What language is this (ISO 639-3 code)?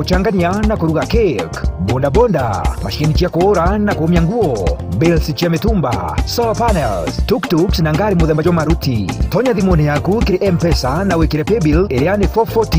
mer